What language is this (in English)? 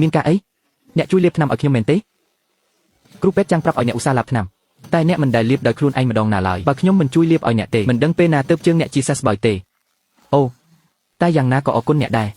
Khmer